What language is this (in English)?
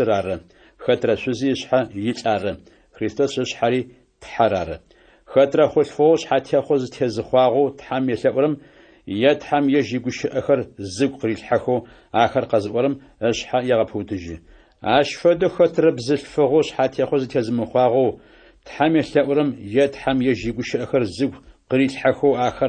Adyghe